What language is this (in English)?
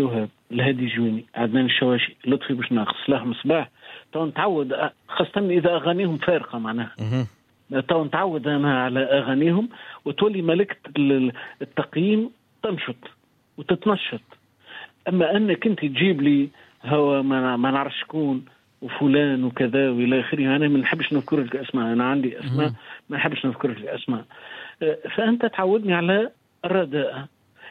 Tunisian Arabic